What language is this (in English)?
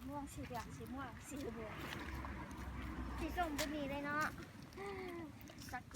Lao